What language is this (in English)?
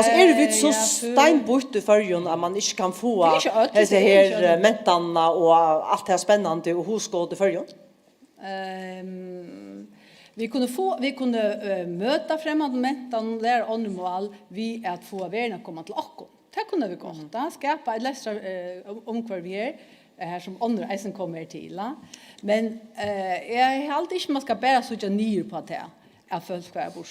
Faroese